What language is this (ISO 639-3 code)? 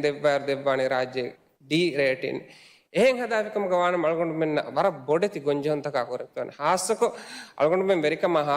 div